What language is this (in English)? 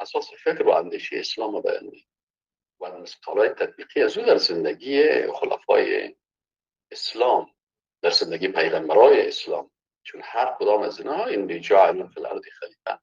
Persian